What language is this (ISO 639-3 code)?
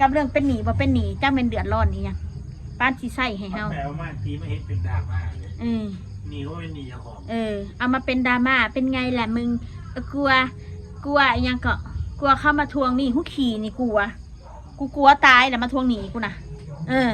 tts